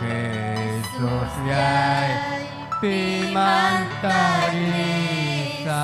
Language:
Ayacucho Quechua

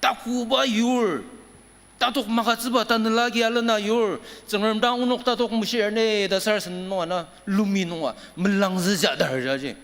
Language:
Ao Naga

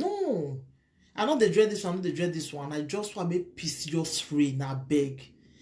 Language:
Nigerian Pidgin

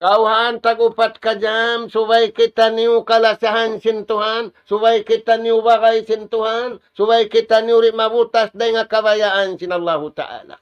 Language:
Tausug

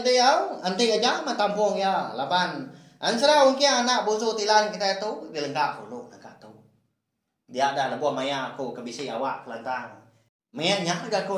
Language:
Iban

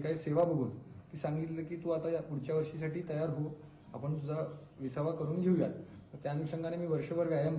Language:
Marathi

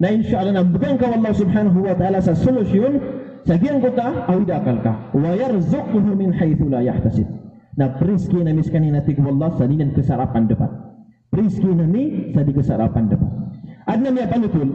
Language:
Maranao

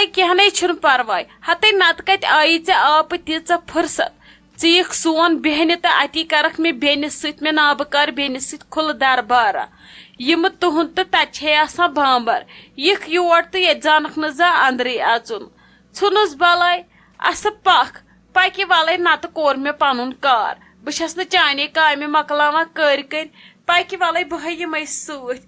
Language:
Kashmiri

